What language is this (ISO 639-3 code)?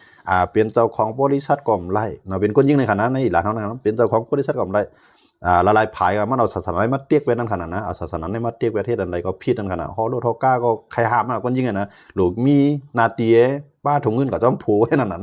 shn